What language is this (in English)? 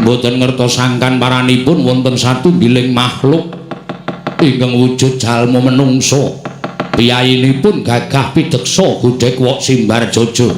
Javanese